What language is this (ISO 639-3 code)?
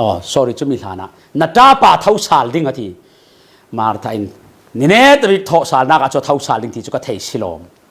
cfm